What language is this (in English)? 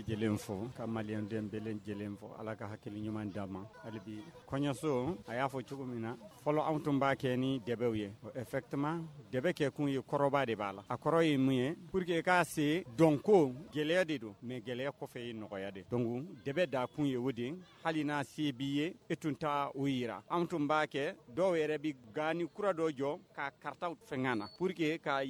Bambara